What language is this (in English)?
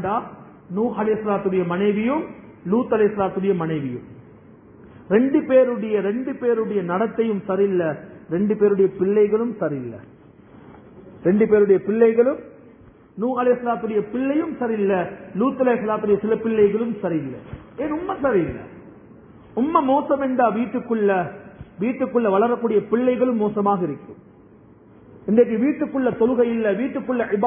Tamil